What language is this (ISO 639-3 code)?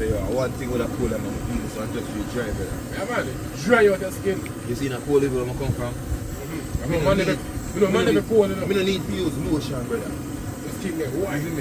jam